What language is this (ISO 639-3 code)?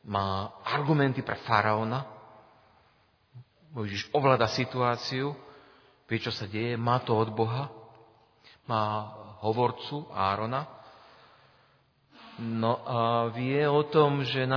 slk